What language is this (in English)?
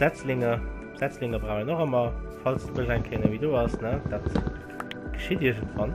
Luxembourgish